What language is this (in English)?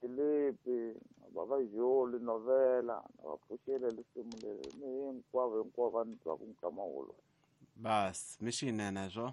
Tsonga